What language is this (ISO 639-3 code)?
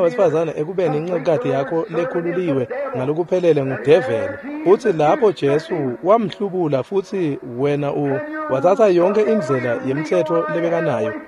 ssw